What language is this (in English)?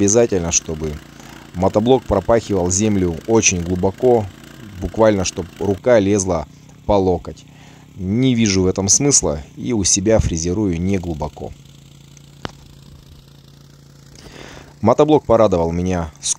Russian